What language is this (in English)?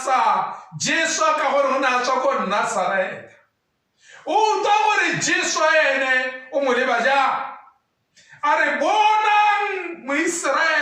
Tswana